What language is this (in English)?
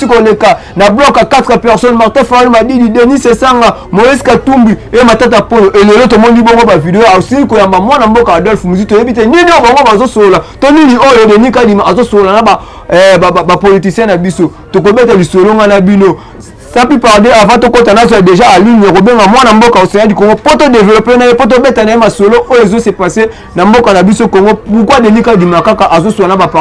Lingala